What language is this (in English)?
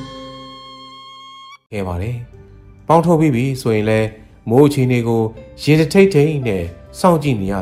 Burmese